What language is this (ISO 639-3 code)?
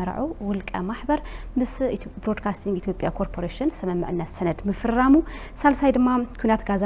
tir